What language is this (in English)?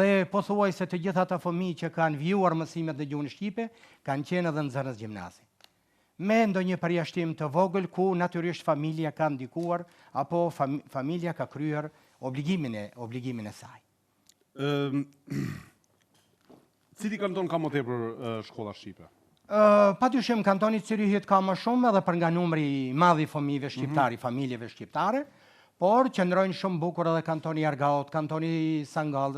Albanian